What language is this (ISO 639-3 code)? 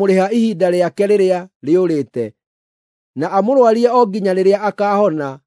kik